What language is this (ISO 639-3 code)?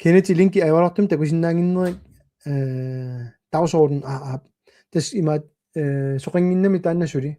kal